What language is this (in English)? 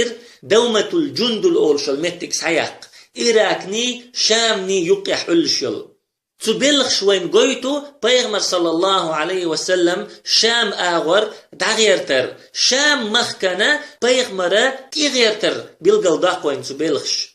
Chechen